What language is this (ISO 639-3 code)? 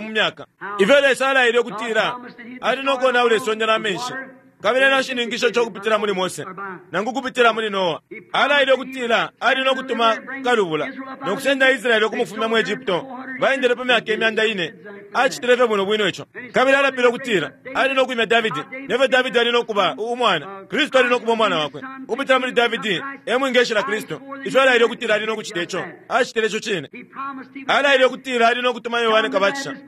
bem